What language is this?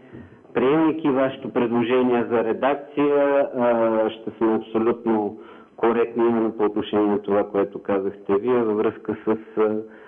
Bulgarian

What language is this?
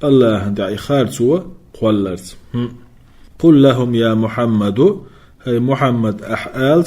Chechen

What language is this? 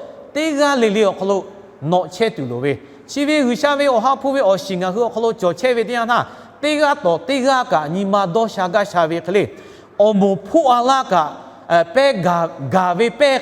Lahu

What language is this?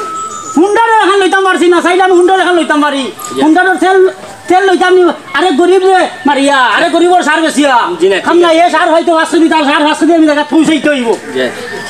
Sylheti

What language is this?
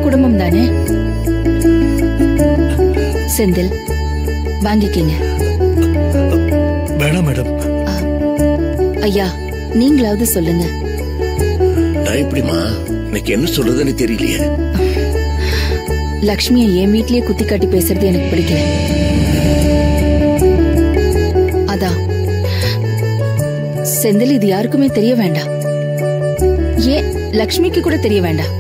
Tamil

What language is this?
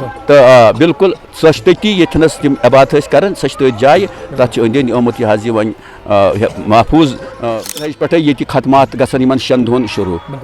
Kashmiri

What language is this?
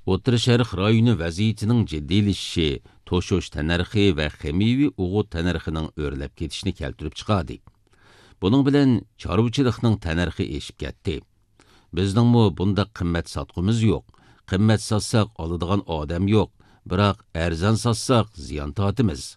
Uyghur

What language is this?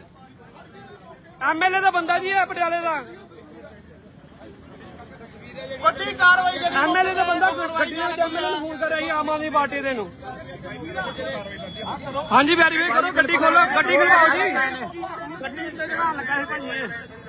Punjabi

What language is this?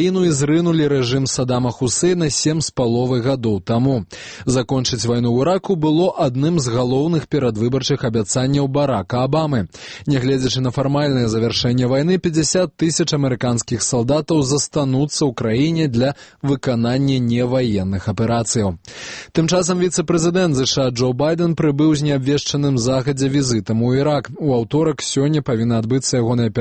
Belarusian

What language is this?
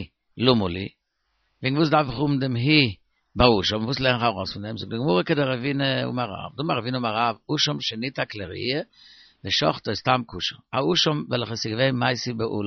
Yiddish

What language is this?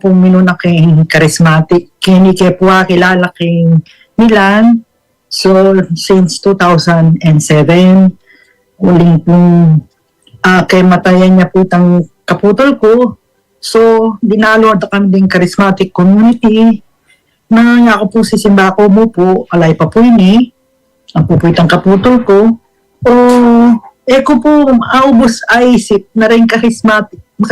Pampanga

